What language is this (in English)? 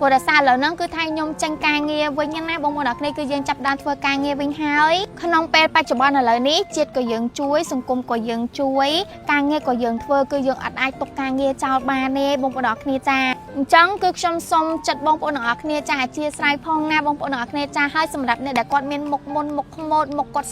Khmer